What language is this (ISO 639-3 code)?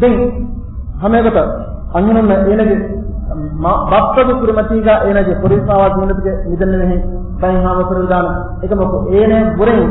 div